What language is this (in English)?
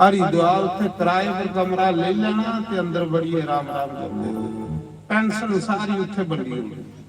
Dogri